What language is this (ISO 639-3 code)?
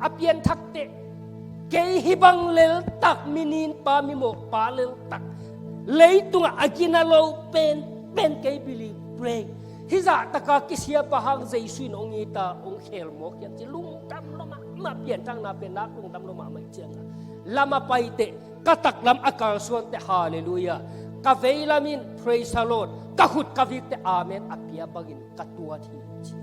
ctd